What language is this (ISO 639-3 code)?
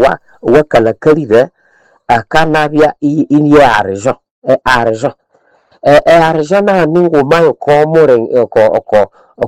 nnb